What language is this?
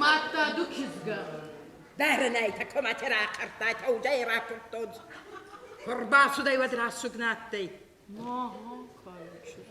Ossetic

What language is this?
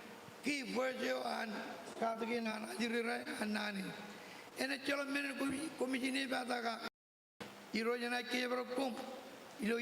Marshallese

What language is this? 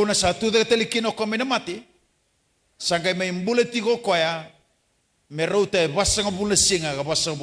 Fijian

